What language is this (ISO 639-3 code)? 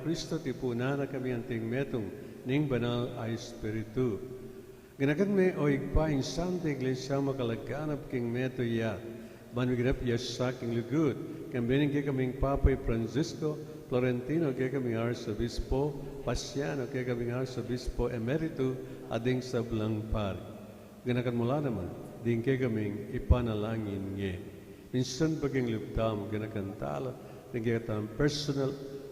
pam